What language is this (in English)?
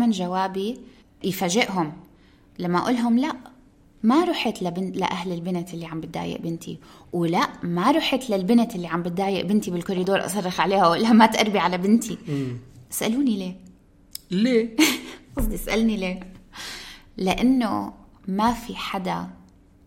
North Levantine Arabic